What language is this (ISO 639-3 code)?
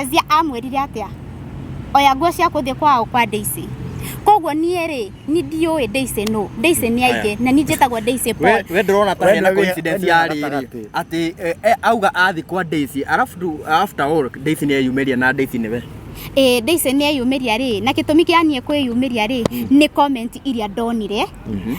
kik